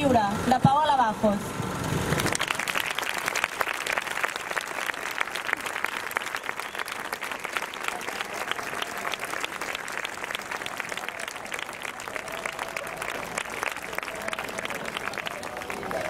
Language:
Catalan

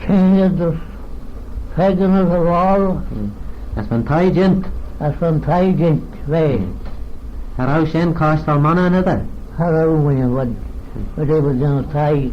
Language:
Manx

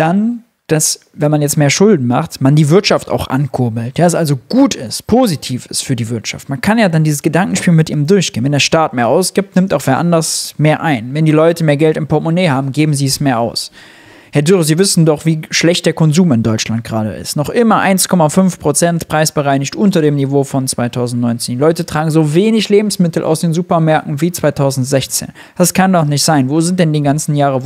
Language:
German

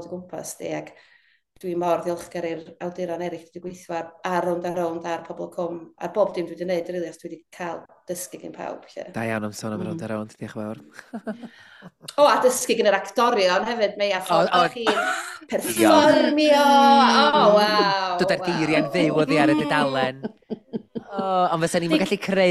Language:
Welsh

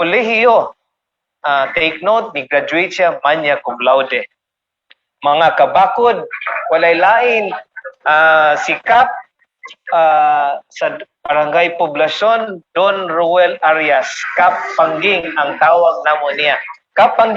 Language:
Cebuano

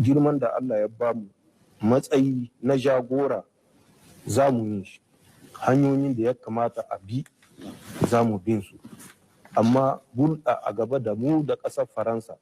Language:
Hausa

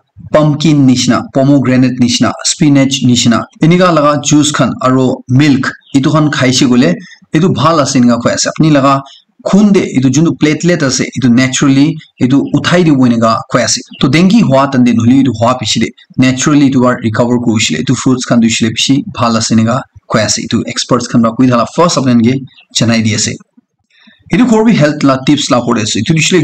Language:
Naga Pidgin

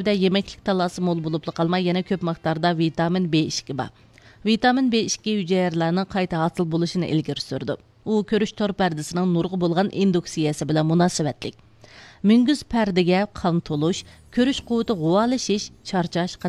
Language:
Uyghur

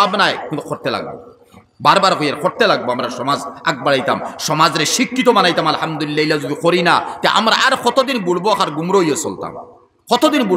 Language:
Sylheti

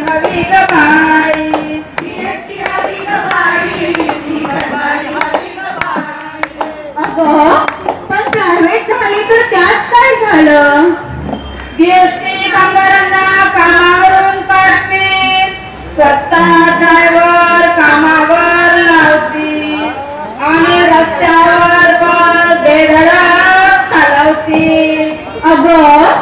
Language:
Marathi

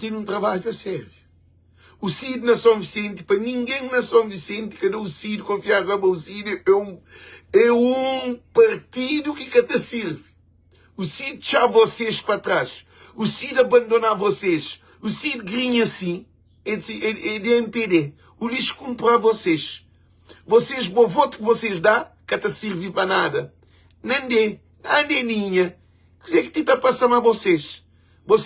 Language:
Kabuverdianu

